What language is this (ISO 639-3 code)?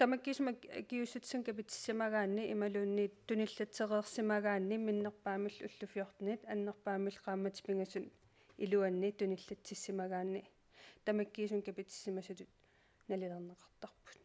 kal